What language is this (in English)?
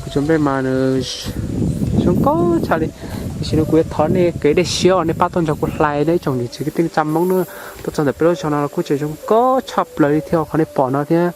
Hmong